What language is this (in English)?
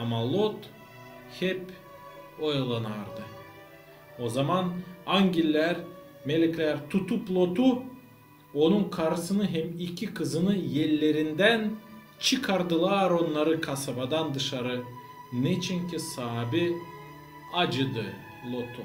Gagauz